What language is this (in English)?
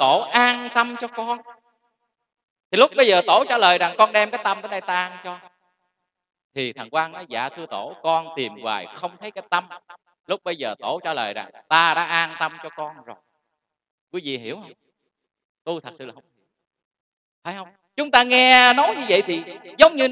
Vietnamese